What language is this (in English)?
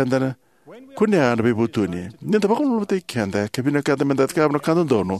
Fijian